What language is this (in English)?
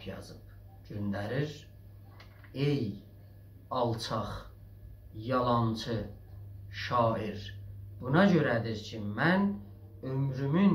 South Azerbaijani